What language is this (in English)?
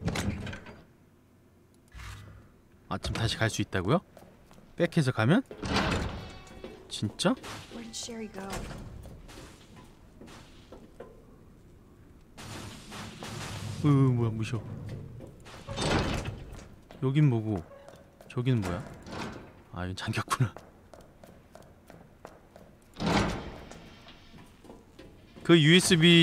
Korean